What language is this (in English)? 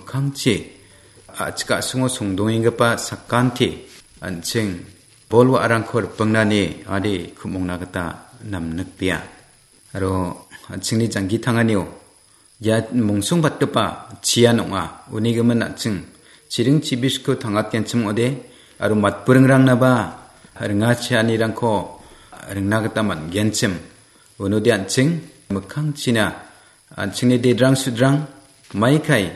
Garo